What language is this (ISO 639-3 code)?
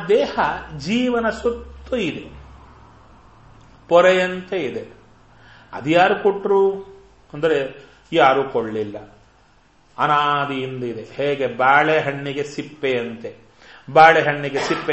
kan